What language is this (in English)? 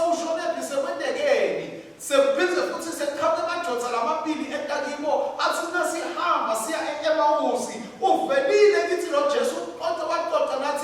Swati